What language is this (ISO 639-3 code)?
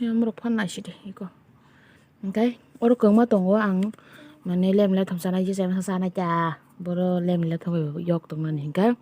trp